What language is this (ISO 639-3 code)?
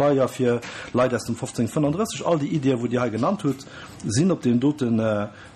ltz